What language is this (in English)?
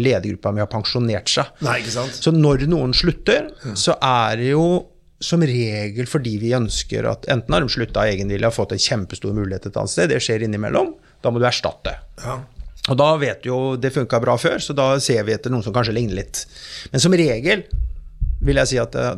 Norwegian